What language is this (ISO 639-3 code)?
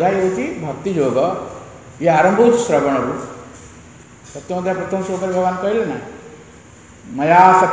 ori